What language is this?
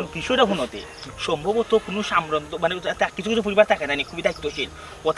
Sylheti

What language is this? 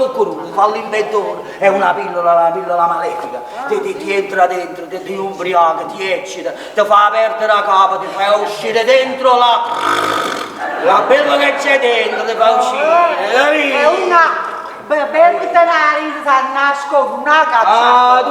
Neapolitan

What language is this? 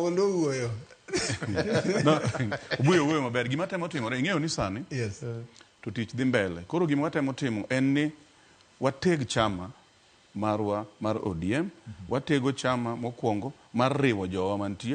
Luo (Kenya and Tanzania)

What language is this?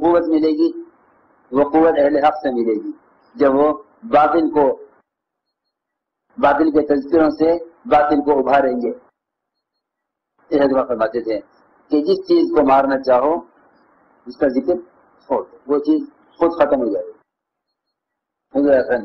Urdu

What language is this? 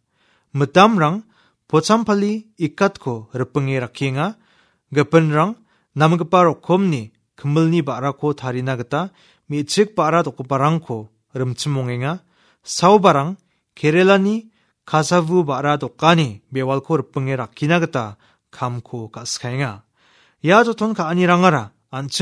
Garo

